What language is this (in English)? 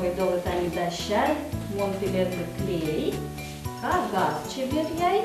Udmurt